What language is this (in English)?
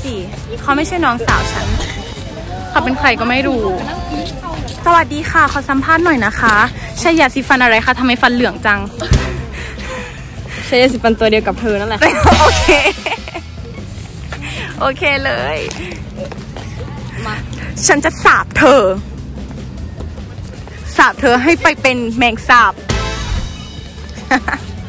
Thai